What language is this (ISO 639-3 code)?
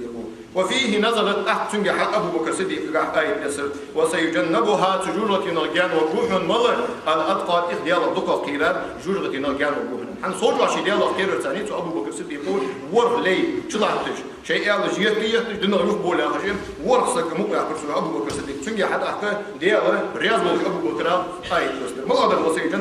inh